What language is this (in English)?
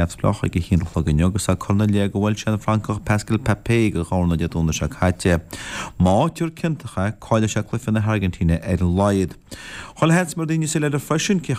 Irish